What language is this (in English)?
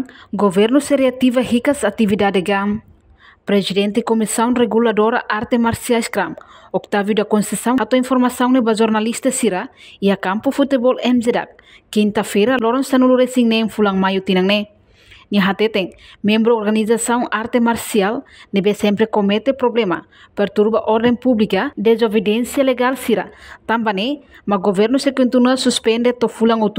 Tetum